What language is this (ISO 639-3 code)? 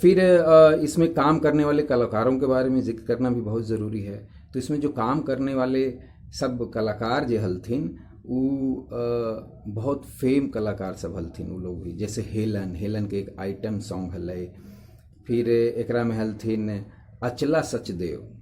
mag